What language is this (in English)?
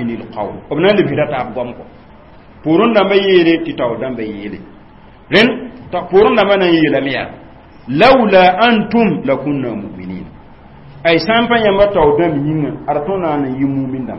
Mossi